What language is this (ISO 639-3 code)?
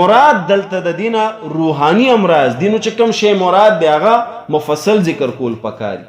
pus